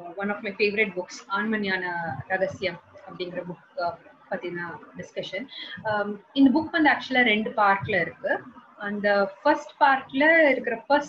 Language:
Tamil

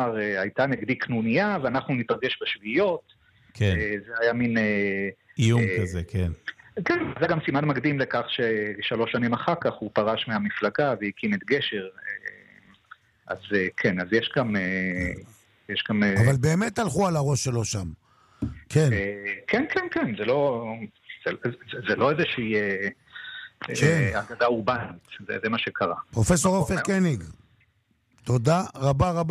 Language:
Hebrew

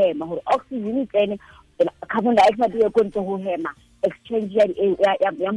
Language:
Tswana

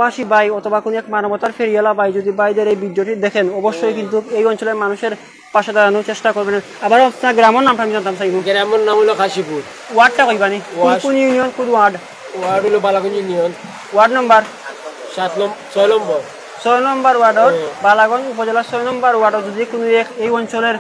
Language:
Sylheti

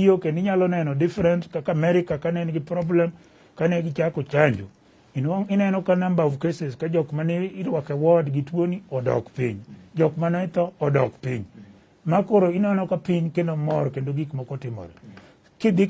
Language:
Luo (Kenya and Tanzania)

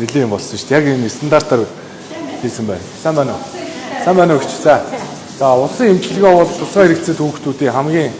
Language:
Mongolian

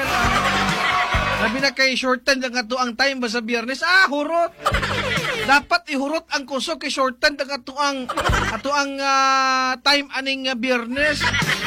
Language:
Cebuano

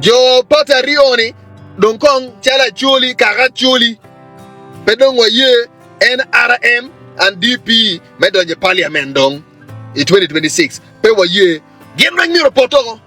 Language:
Acoli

